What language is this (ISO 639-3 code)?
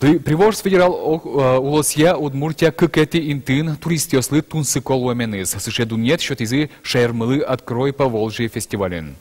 udm